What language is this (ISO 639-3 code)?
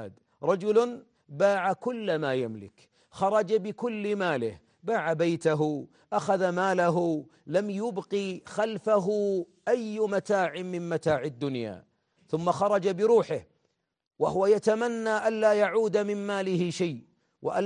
ara